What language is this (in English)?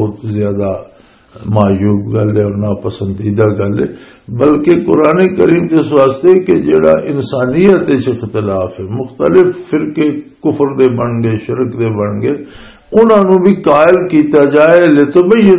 Western Panjabi